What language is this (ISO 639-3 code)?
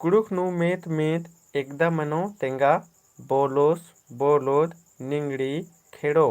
kru